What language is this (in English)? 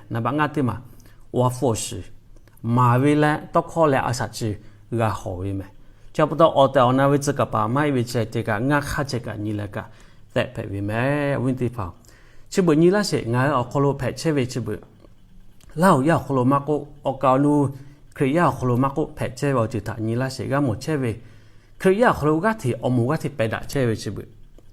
Lahu